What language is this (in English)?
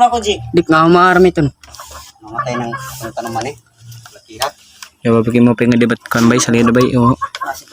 Waray